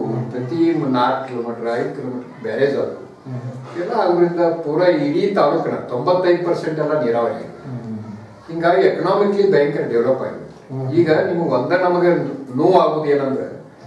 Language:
Kannada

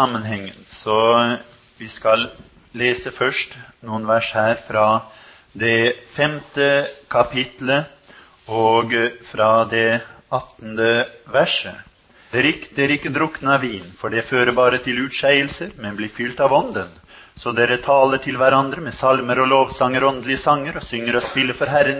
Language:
Norwegian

